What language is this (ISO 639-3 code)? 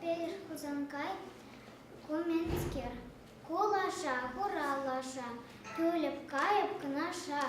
chv